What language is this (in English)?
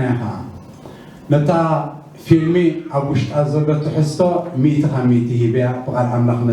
Tigrinya